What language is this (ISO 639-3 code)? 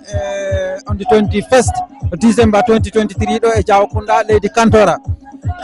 ful